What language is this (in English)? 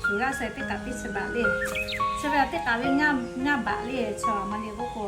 Lahu